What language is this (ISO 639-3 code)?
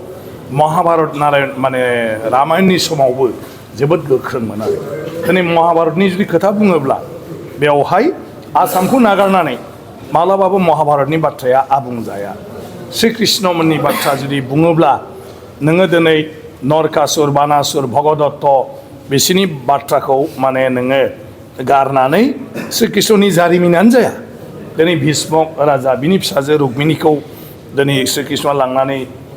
brx